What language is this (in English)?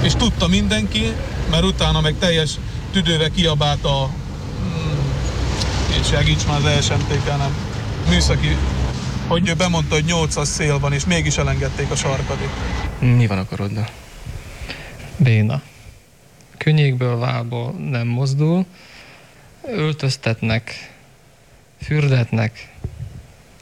Hungarian